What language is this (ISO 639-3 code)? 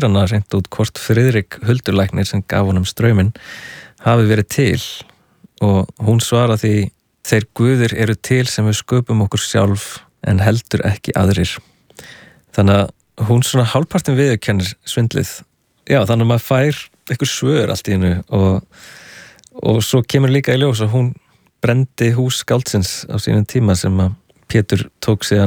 isl